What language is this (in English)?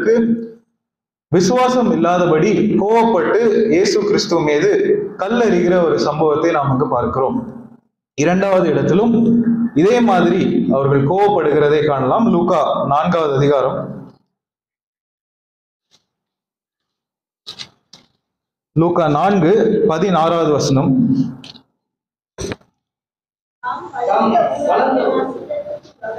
Tamil